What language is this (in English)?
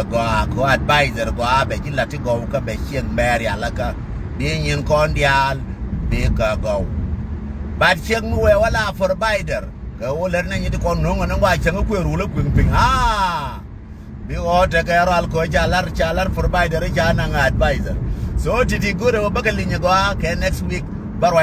Nuer